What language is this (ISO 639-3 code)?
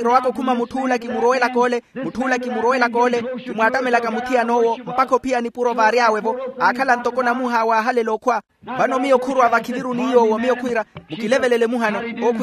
vmw